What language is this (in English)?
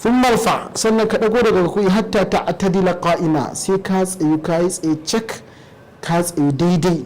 Hausa